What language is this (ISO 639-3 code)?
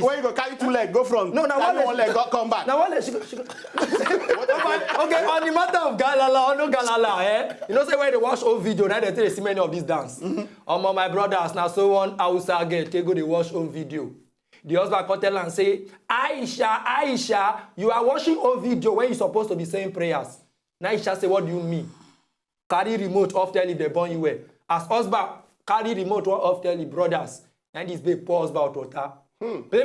pcm